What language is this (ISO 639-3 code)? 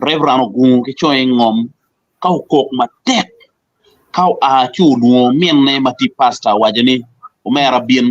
ach